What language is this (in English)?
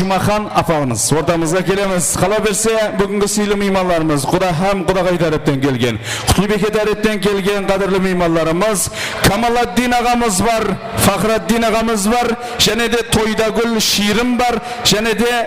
Kara-Kalpak